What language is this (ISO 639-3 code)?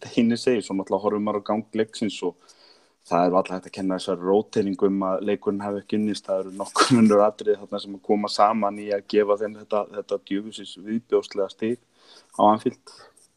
isl